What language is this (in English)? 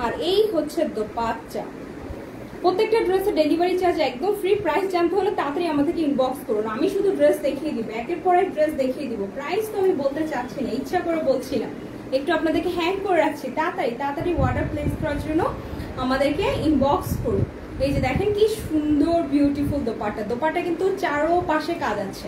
Bangla